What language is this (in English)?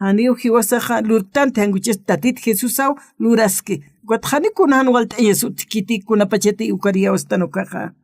Aymara